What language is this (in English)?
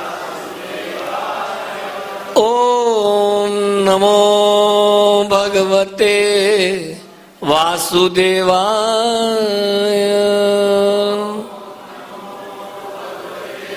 Hindi